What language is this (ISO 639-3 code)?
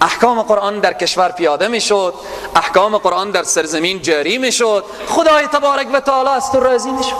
fas